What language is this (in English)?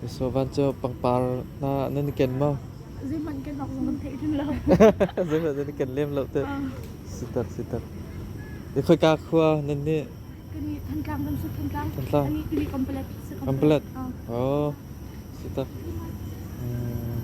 Hakha Chin